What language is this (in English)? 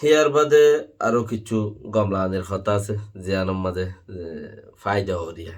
Rohingya